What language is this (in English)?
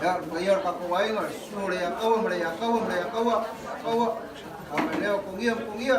Samoan